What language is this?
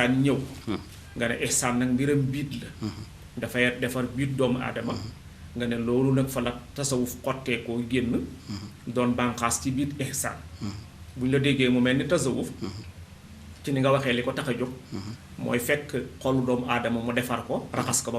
Wolof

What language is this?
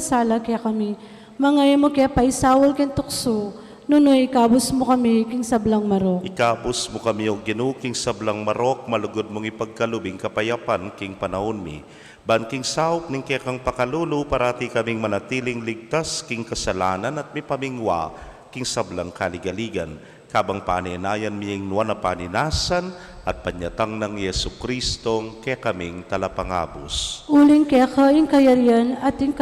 Pampanga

